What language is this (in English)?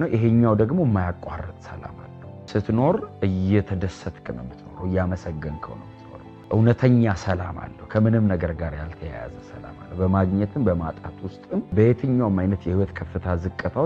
Amharic